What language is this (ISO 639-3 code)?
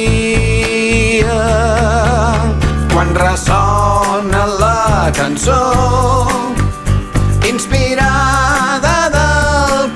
cat